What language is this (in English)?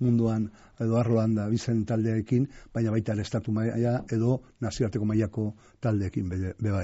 Basque